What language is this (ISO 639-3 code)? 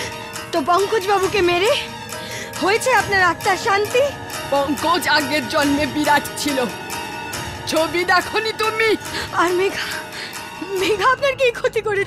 ben